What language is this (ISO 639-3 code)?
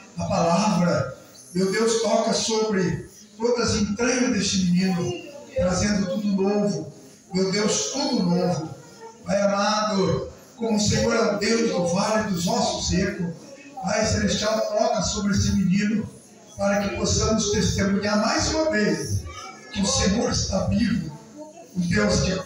por